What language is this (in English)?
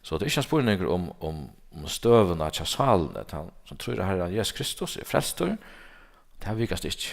Faroese